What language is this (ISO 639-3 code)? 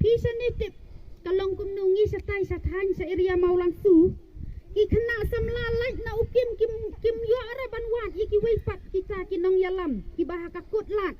kha